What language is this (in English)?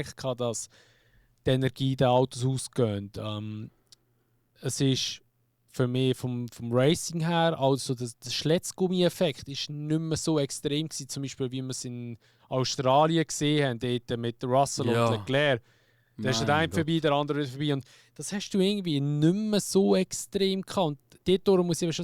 Swiss German